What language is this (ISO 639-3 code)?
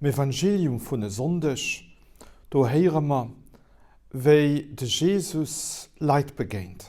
ltz